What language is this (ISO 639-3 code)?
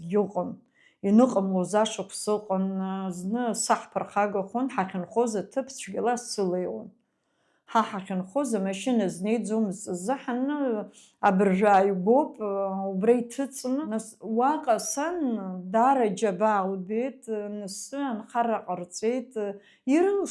abk